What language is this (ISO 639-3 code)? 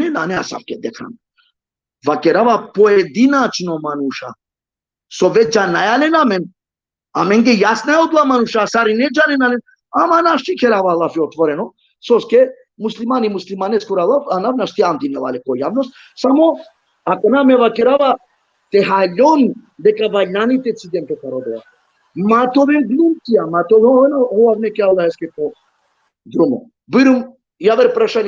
rmn